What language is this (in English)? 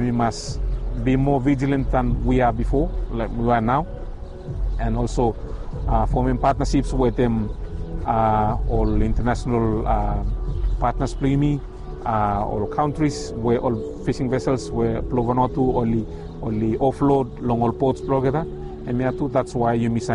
Bislama